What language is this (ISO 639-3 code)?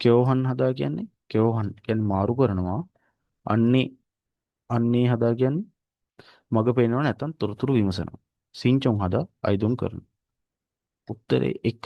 sin